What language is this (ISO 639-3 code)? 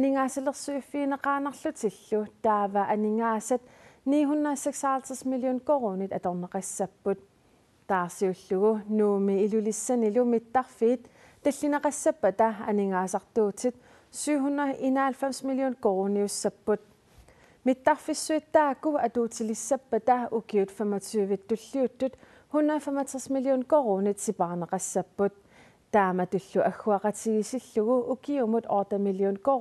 kal